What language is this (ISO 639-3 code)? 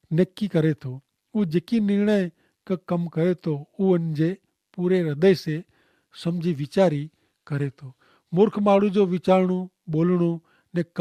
kfr